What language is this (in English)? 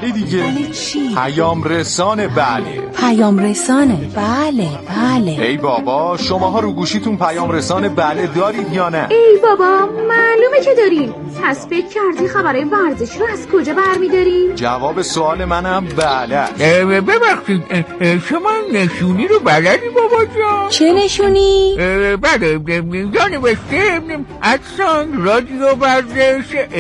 Persian